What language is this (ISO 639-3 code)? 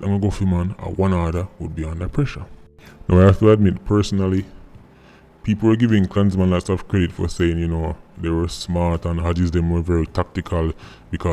jam